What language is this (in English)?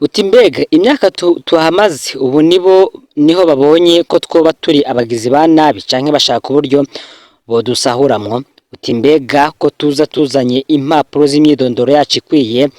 Rundi